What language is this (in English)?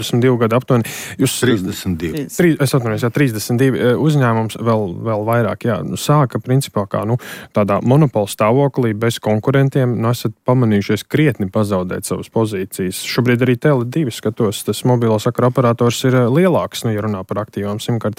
Latvian